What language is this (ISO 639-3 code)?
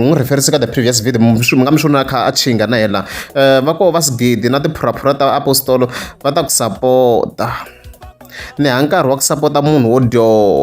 tso